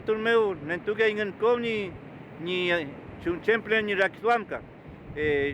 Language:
Mapuche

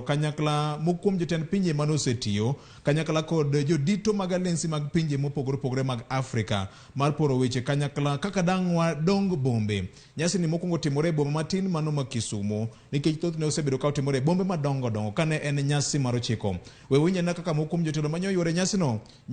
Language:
Luo (Kenya and Tanzania)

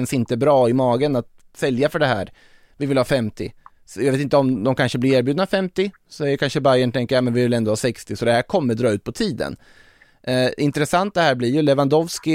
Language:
Swedish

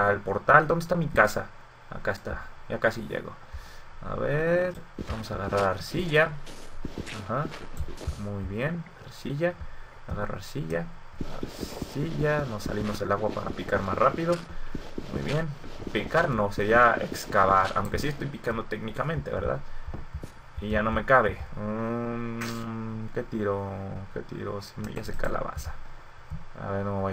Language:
Spanish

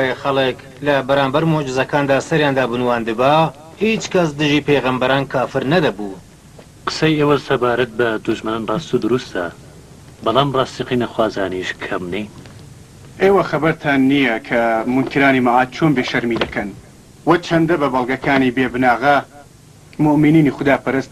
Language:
Central Kurdish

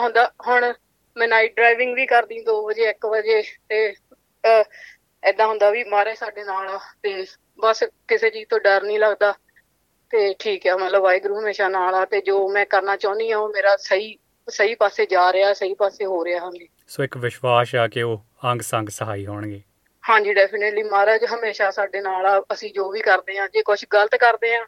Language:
Punjabi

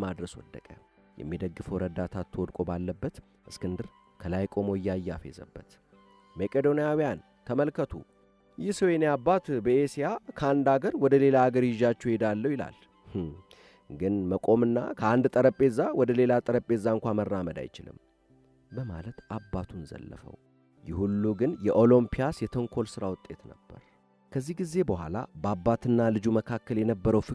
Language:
Amharic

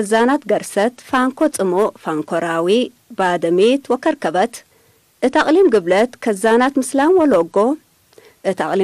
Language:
Tigre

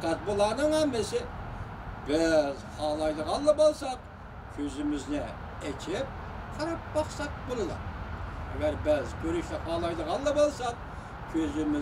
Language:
Uyghur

